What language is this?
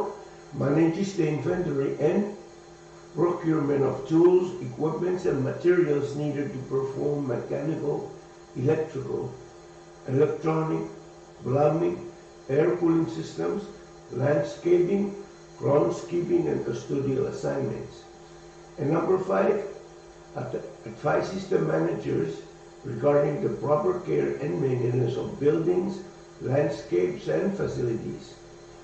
Pohnpeian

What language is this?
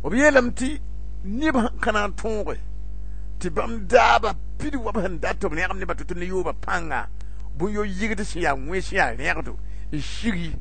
Mossi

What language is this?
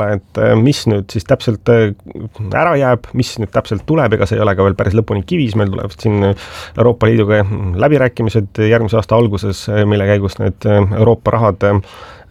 Estonian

